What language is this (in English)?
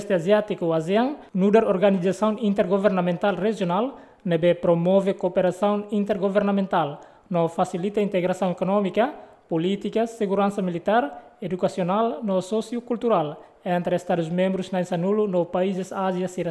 Tetum